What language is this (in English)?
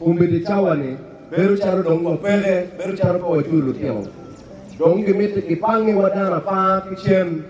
Acoli